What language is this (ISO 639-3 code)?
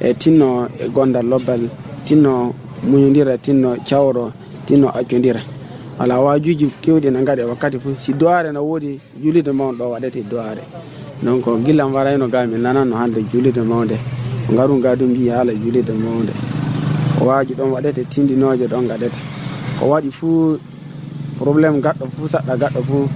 ful